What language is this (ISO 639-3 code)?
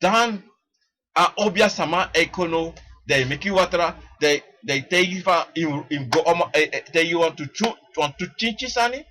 srn